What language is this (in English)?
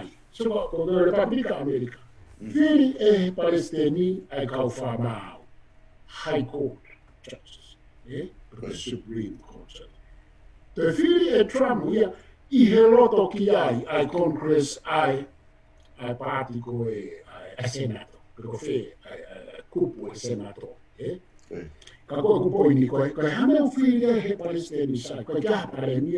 Tongan